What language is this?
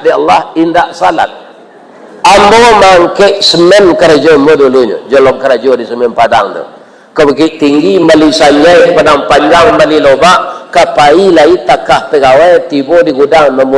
Minangkabau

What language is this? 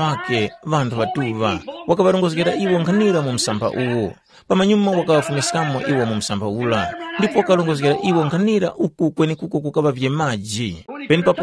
Tumbuka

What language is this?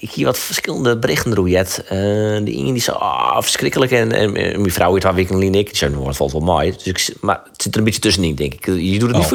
Western Frisian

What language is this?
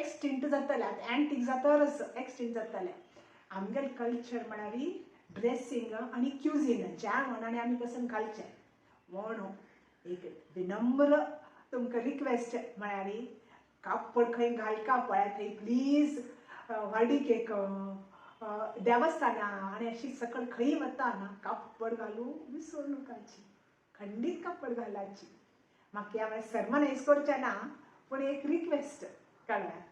Konkani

